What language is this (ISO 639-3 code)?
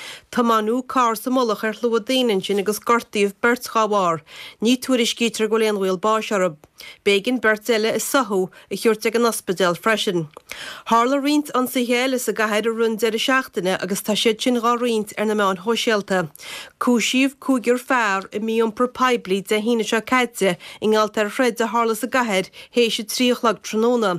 gle